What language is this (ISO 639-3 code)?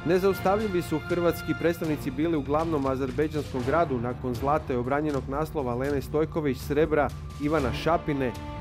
hrv